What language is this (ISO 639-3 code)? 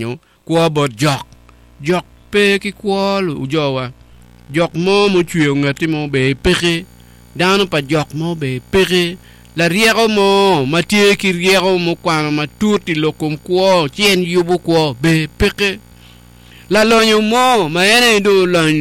ach